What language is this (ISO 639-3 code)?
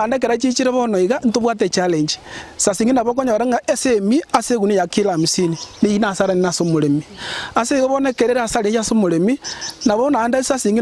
guz